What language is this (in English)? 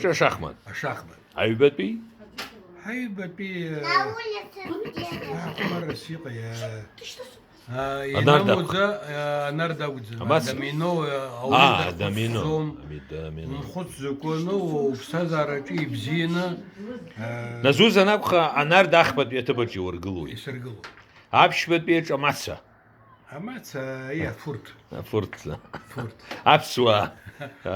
Abkhazian